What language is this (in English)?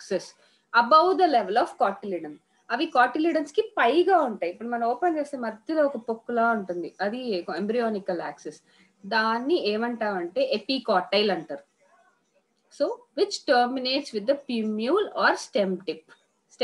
Telugu